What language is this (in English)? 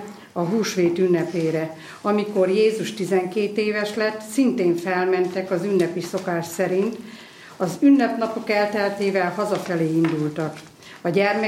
Hungarian